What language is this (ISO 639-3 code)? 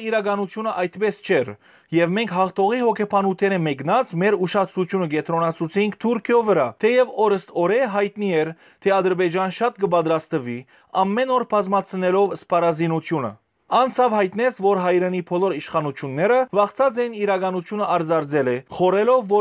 hyw